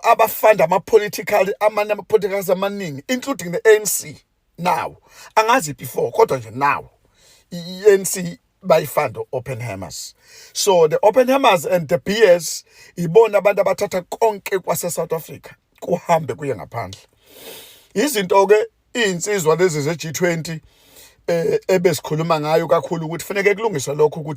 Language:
Zulu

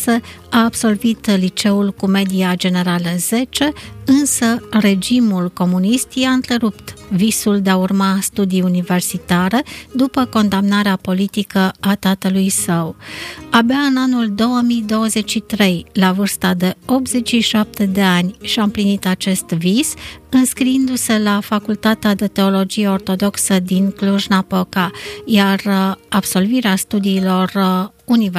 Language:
Romanian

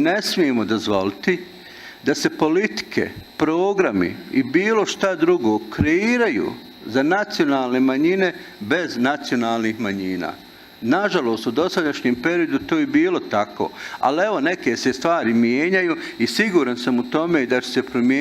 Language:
Bosnian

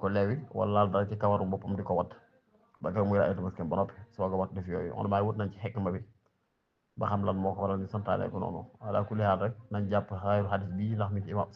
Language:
Wolof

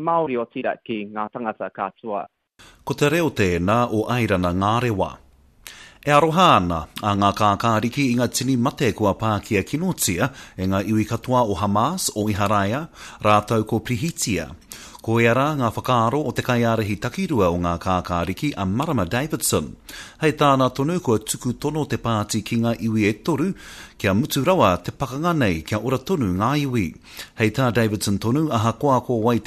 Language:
Māori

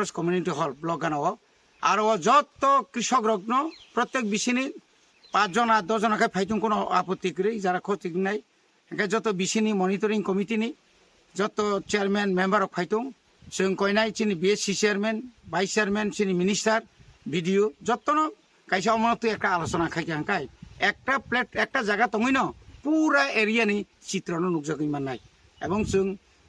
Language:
Kok Borok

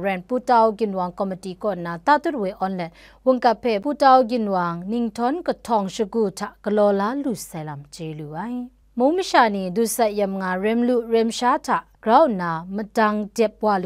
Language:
Kachin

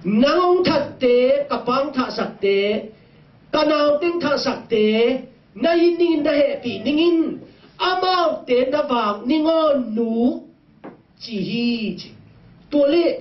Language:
Tedim Chin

